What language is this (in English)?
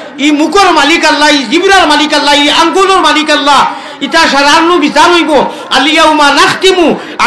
Sylheti